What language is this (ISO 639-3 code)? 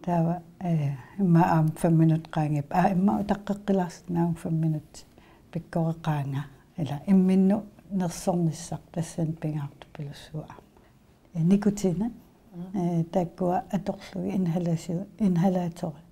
kal